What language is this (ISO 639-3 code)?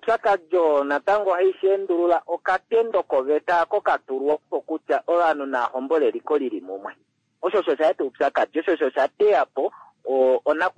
kua